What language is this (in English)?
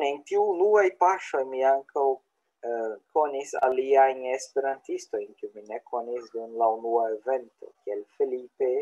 Esperanto